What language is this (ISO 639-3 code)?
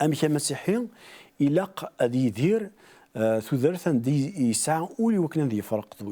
kab